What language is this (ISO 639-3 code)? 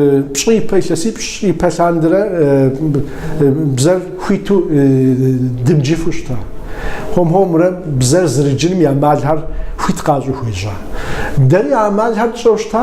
kbd